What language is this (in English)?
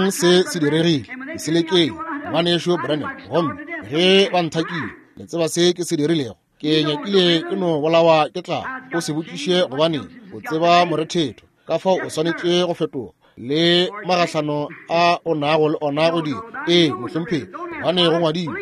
Northern Sotho